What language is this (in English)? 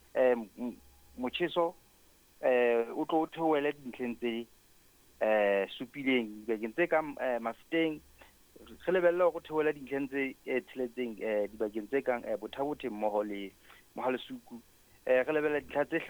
Southern Sotho